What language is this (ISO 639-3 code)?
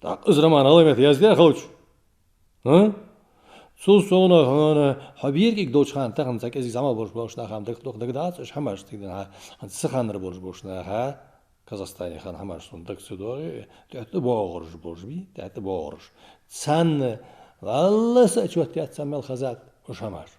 inh